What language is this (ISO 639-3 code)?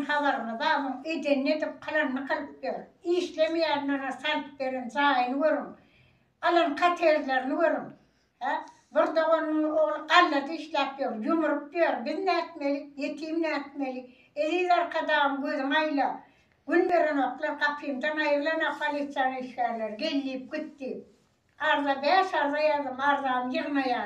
tuk